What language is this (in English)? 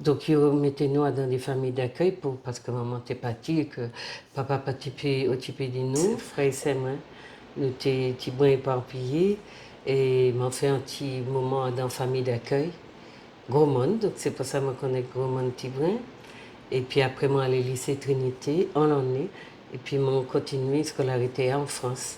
Guadeloupean Creole French